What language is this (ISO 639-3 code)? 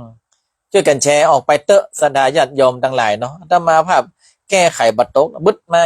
nod